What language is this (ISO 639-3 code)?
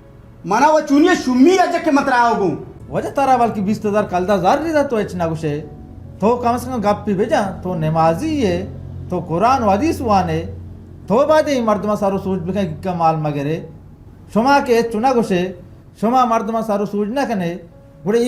bal